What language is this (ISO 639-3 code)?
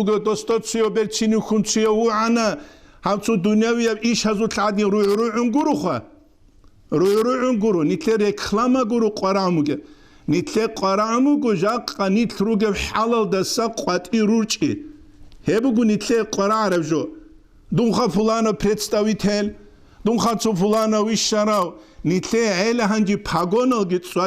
ava